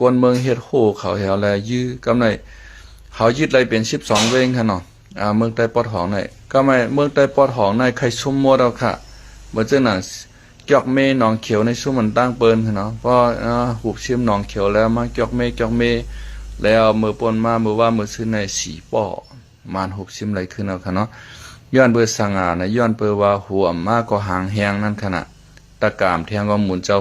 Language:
Shan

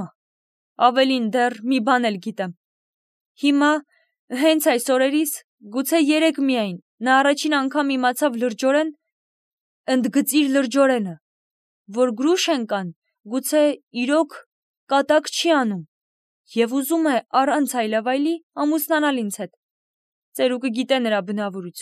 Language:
Armenian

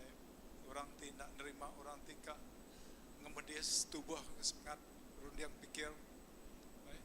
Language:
Iban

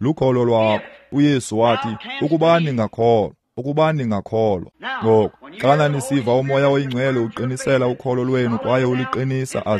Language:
Xhosa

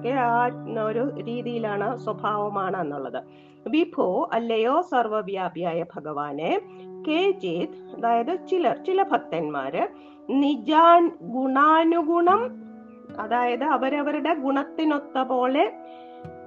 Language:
Malayalam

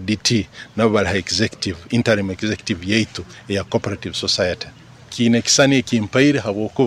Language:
Nyoro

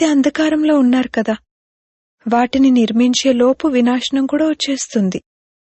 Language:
Telugu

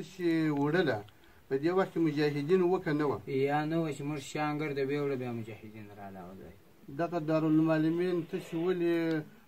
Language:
Pashto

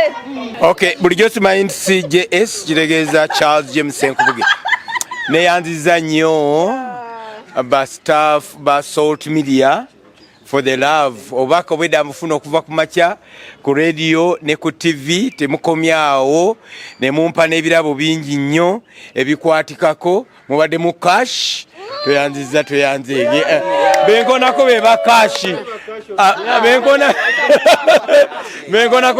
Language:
Ganda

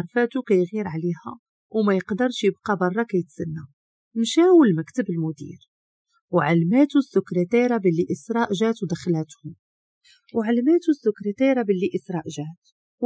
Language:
Moroccan Arabic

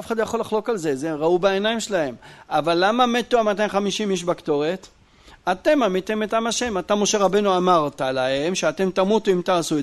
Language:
Hebrew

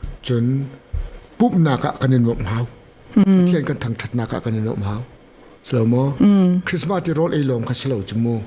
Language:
Hakha Chin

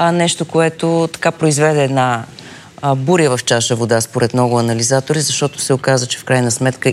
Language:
Bulgarian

